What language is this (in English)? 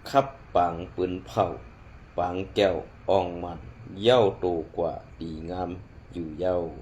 Shan